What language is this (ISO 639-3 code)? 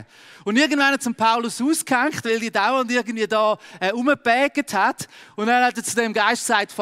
gsw